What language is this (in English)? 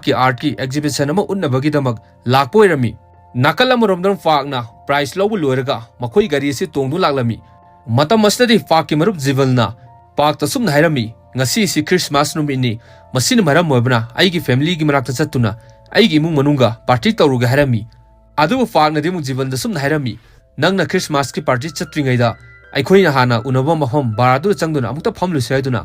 Manipuri